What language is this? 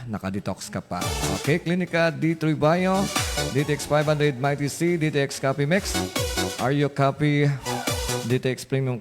Hiligaynon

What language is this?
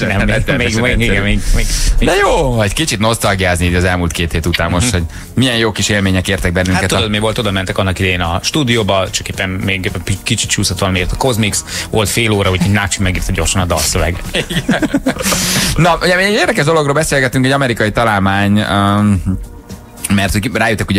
Hungarian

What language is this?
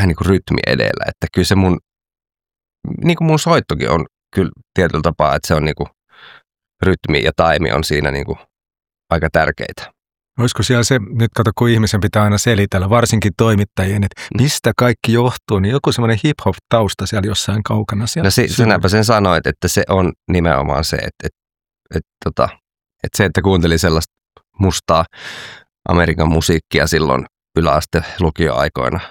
Finnish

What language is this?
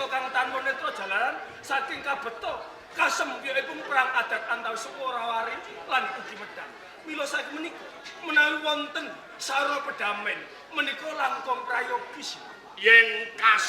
Javanese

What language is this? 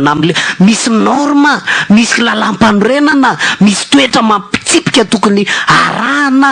Malagasy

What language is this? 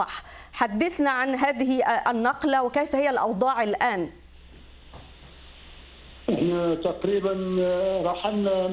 Arabic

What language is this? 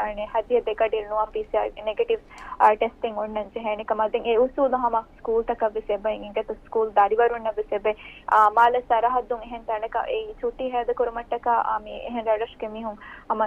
Divehi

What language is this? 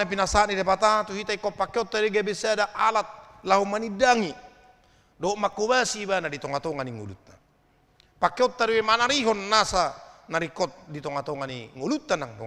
Batak Toba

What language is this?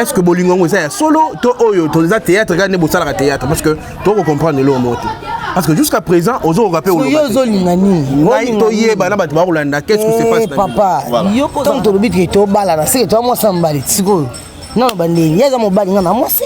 Lingala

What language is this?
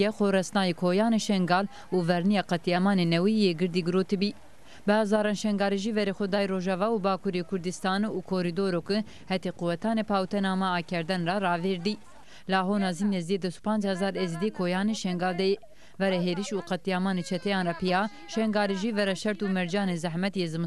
Zaza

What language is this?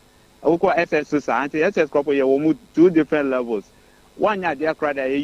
Akan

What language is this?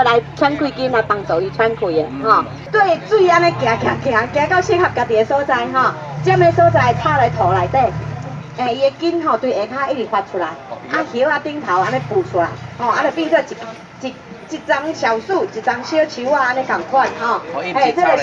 Min Nan Chinese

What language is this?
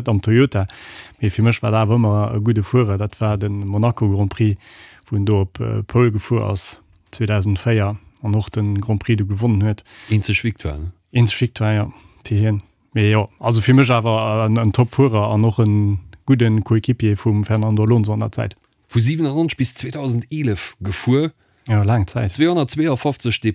Luxembourgish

